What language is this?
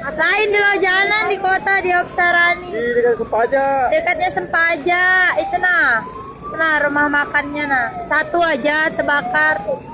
Banjar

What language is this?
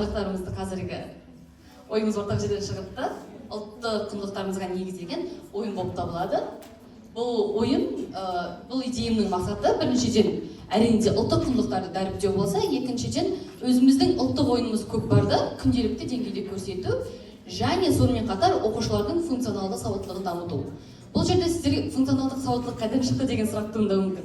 Kazakh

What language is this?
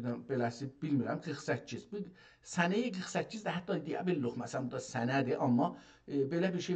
South Azerbaijani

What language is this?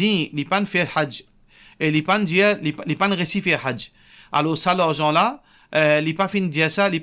Morisyen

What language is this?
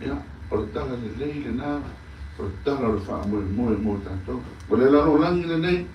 Samoan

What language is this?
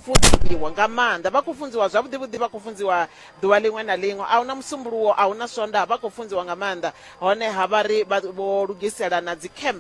Venda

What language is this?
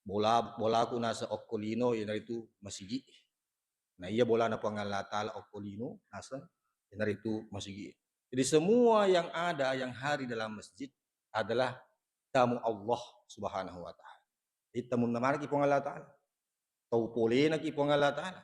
Buginese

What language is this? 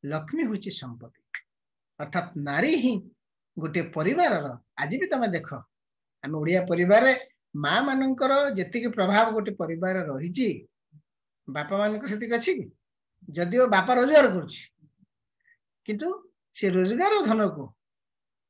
Odia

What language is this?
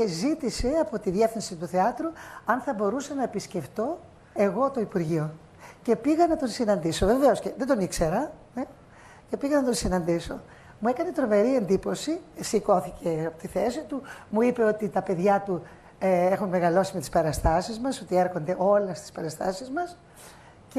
Greek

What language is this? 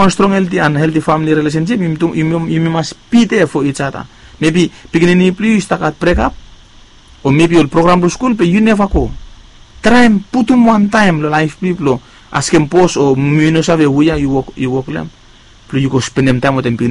Bislama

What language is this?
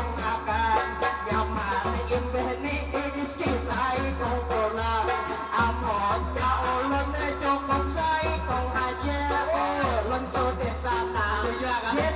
Banjar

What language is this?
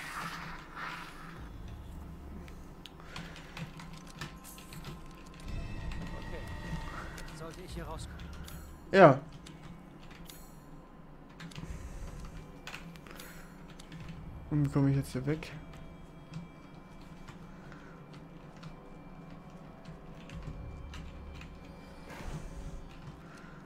German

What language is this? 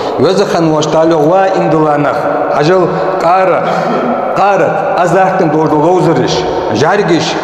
Ingush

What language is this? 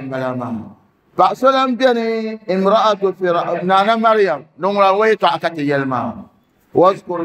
Dagbani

